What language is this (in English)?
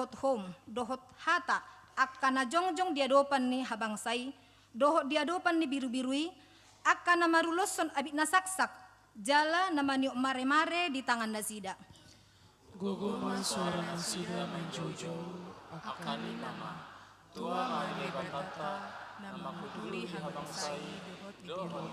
Batak Toba